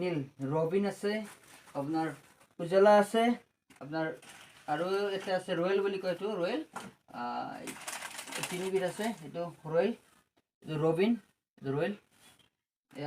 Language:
Assamese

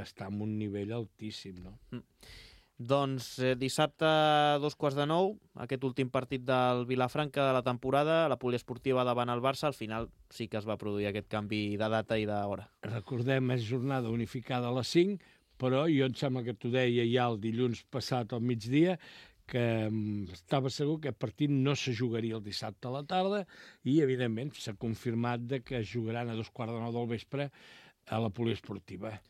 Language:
Catalan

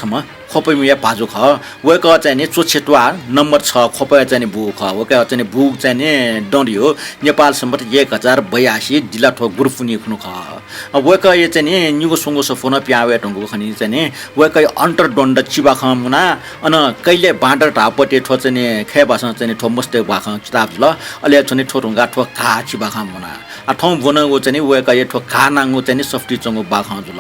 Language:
Newari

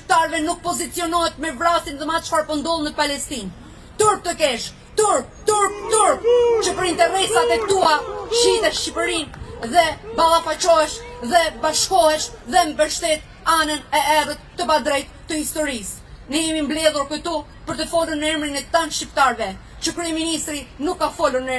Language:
Albanian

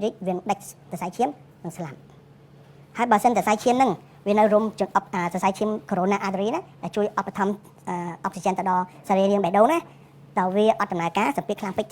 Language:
Khmer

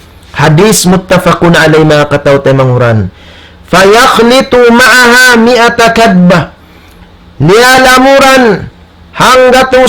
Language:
Tausug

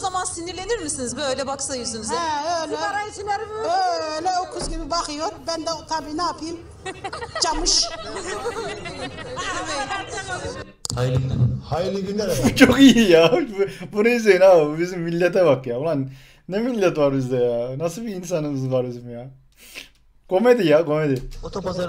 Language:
Turkish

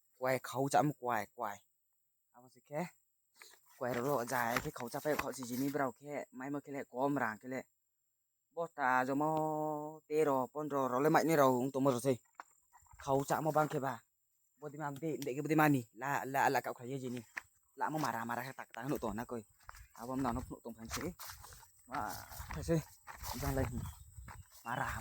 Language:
Riang (India)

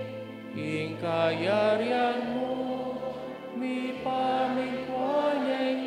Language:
Pampanga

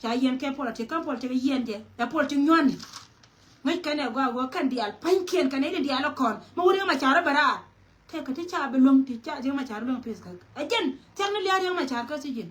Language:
Nuer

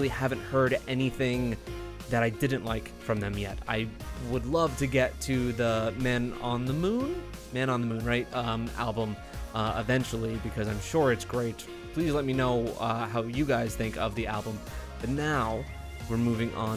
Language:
English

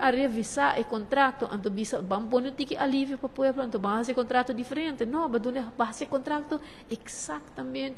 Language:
Papiamento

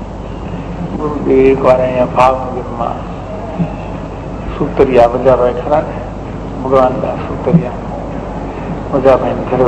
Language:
Gujarati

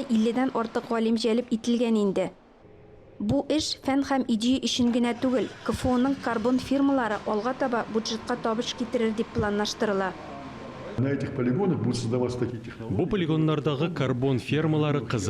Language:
Tatar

